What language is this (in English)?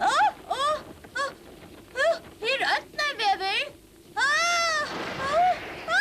Faroese